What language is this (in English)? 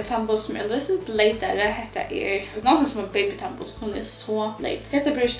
Faroese